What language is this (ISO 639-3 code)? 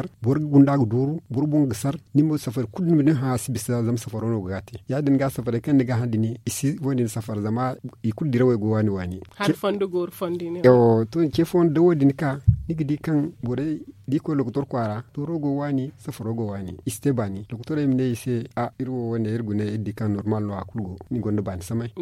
dje